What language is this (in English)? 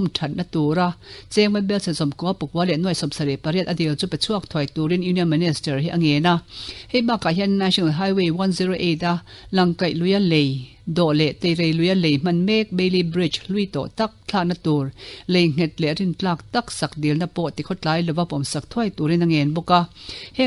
Mizo